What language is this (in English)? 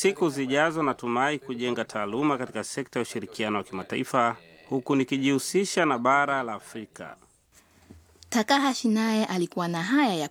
Swahili